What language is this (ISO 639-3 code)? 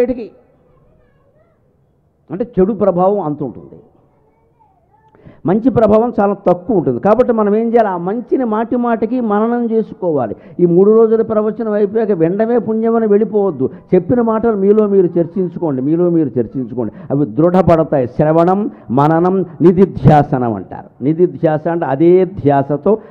tel